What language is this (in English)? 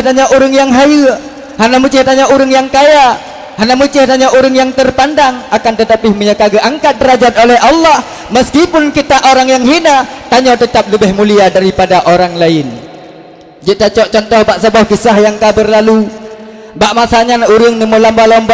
Achinese